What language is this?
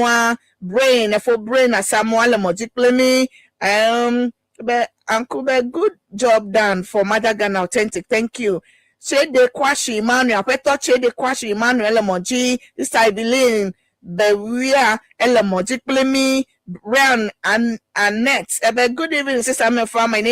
Ewe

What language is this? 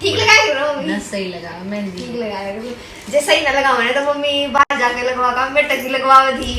Haryanvi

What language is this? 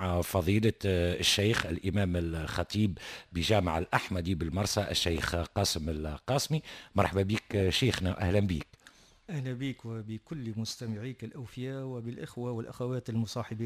Tunisian Arabic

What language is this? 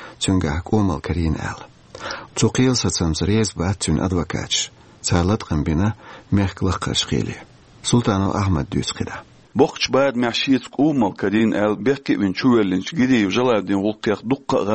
Chechen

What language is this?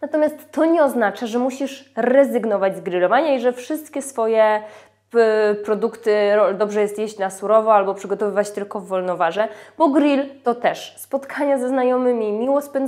Polish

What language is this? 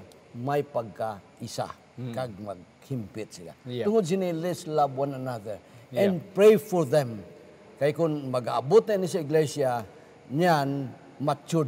Hiligaynon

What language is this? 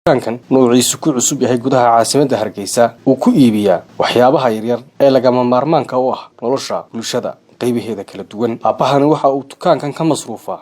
Somali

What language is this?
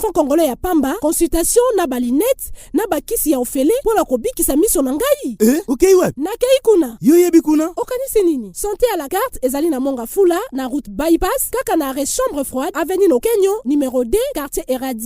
Lingala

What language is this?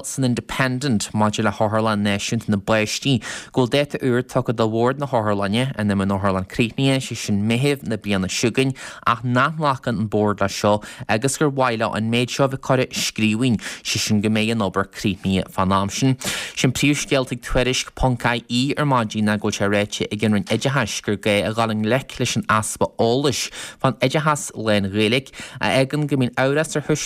Irish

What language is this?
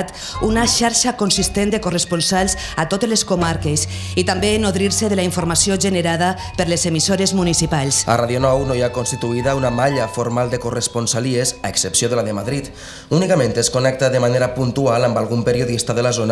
Catalan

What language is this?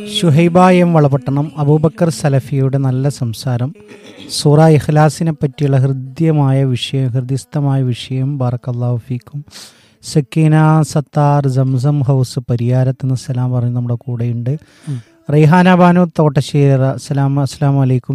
Malayalam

